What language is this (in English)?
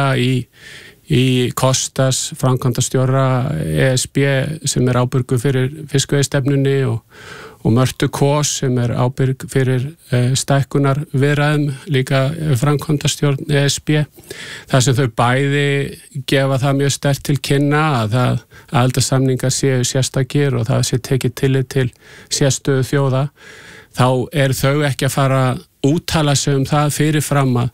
Icelandic